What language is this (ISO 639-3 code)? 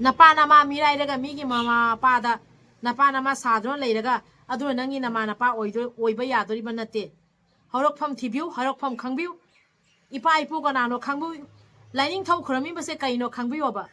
mni